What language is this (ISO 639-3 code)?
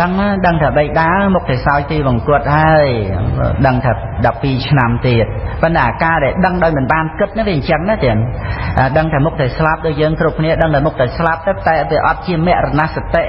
khm